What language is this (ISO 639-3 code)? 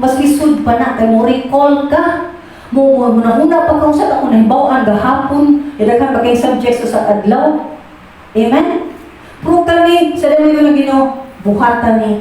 ceb